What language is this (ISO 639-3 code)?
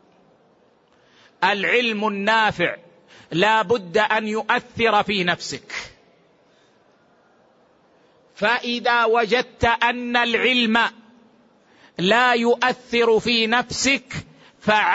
ara